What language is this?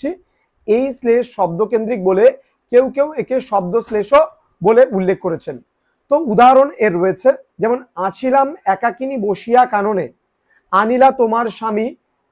Bangla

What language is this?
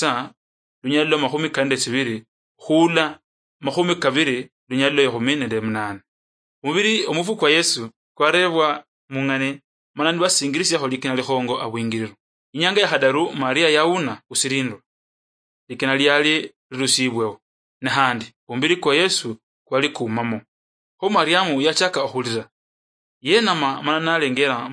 Luyia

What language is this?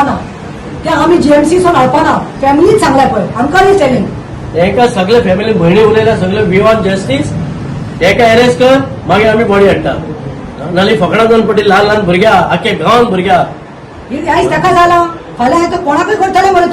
Konkani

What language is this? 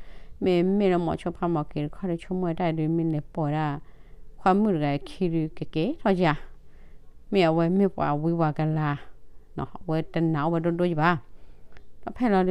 S'gaw Karen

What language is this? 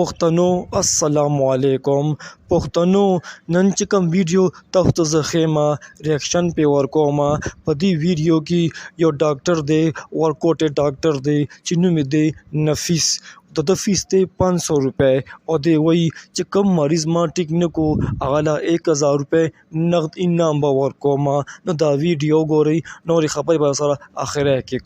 Pashto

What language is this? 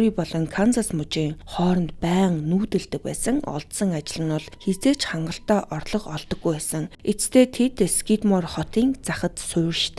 Mongolian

